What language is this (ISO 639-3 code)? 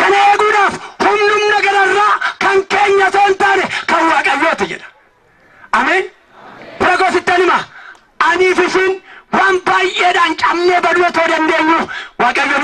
orm